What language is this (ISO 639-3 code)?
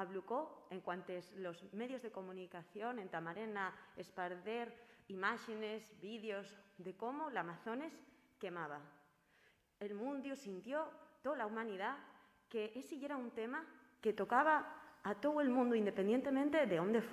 ast